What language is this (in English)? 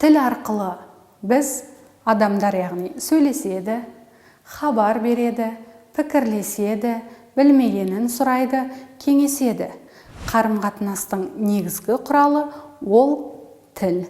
Kazakh